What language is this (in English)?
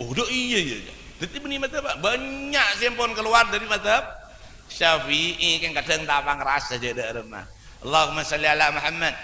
Madurese